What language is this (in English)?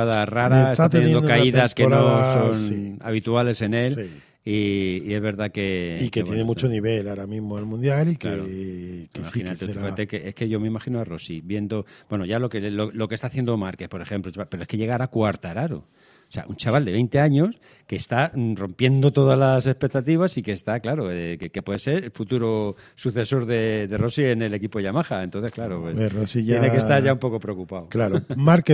Spanish